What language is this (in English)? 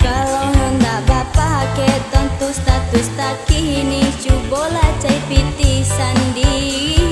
Minangkabau